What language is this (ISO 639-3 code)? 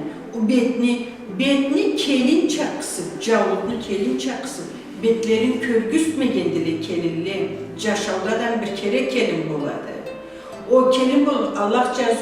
krc